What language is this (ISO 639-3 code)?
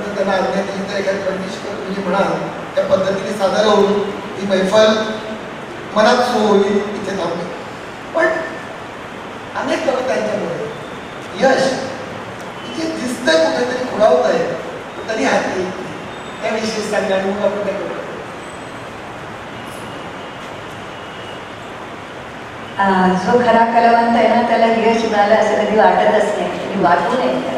mar